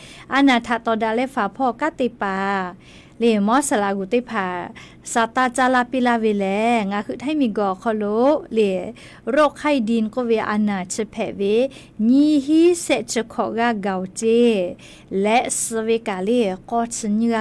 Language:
Lahu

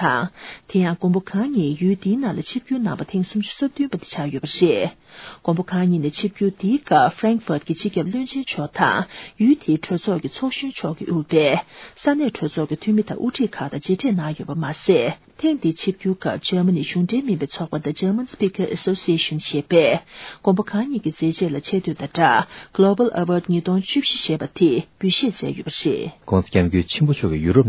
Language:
Tibetan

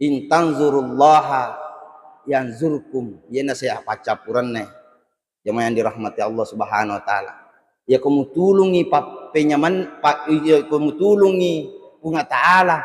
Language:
Buginese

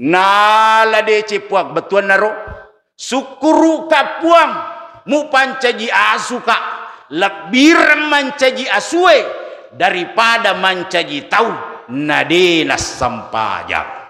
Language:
Buginese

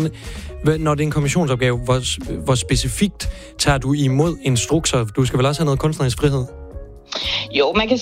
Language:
Danish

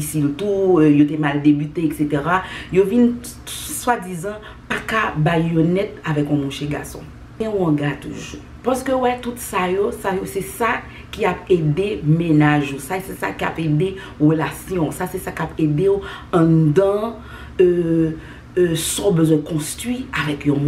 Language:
Haitian Creole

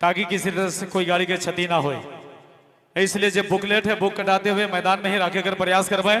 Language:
Sadri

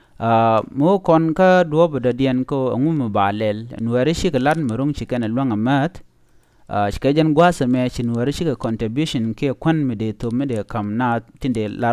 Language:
Nuer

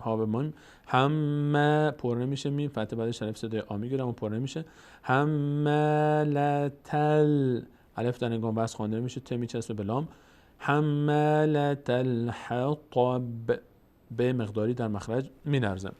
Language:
Persian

